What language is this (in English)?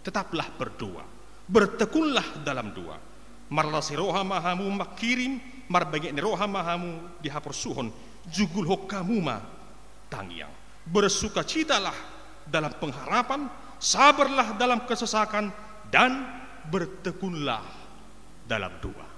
Batak Toba